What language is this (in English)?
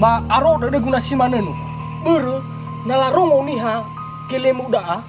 Nias